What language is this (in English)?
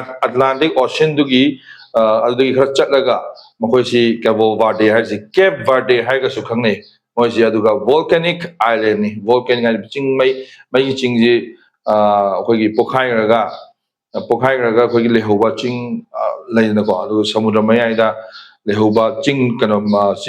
Manipuri